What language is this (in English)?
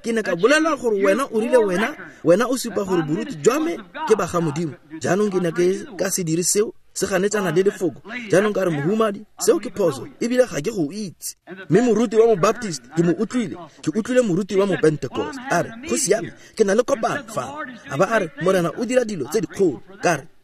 Tswana